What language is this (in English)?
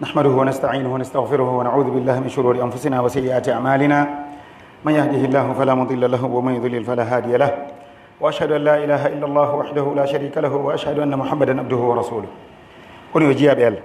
Pular